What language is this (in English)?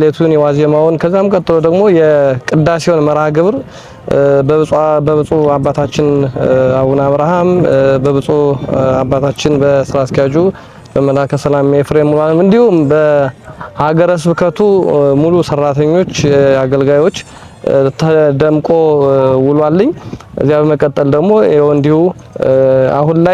Amharic